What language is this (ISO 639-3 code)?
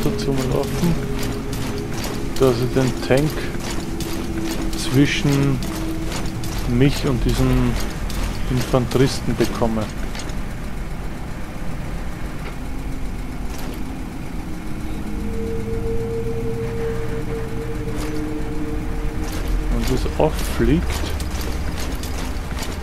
deu